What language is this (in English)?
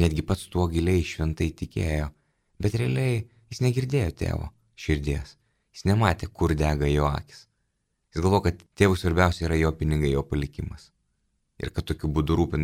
Lithuanian